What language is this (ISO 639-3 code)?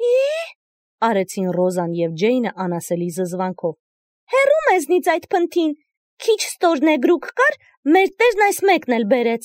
hye